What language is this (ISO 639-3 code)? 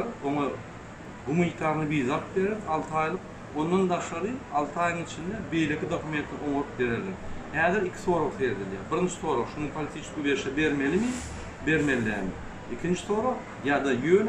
tuk